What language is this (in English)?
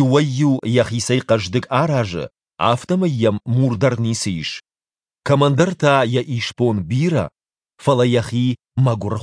Ossetic